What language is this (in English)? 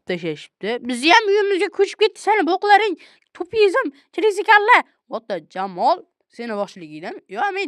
Uzbek